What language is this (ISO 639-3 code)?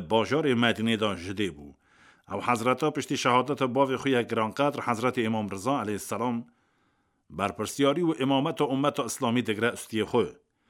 kur